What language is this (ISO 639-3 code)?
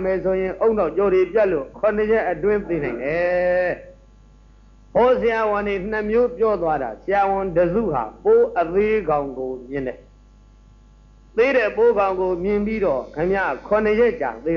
mya